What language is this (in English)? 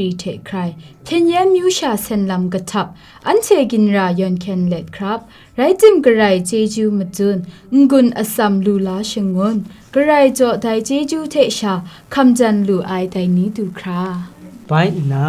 Kachin